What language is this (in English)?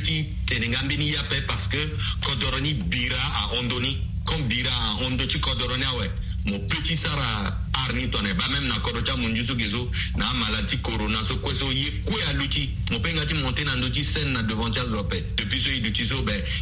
Sango